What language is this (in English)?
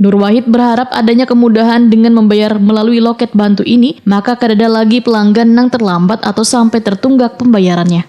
Banjar